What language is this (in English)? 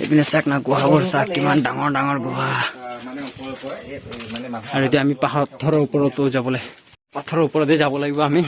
Assamese